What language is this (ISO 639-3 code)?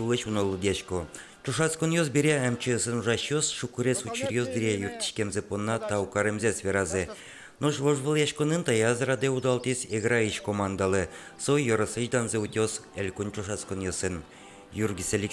udm